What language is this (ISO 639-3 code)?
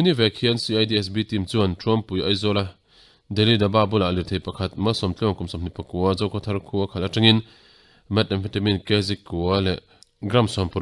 lus